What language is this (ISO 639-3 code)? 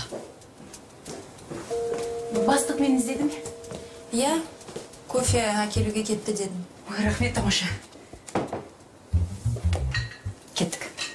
kaz